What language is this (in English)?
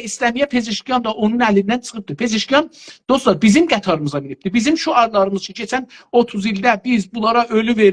South Azerbaijani